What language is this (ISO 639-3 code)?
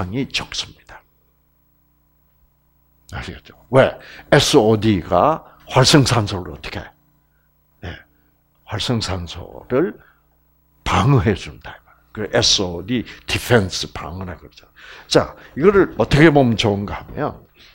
kor